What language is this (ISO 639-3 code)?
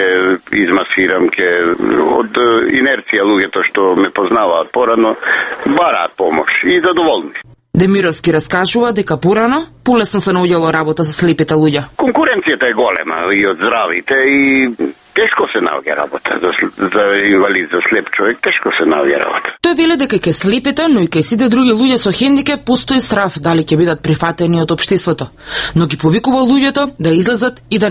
mkd